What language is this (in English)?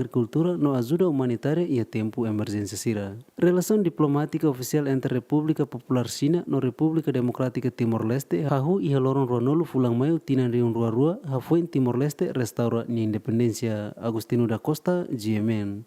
Tetum